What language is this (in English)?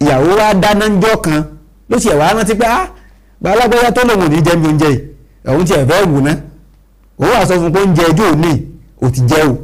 Yoruba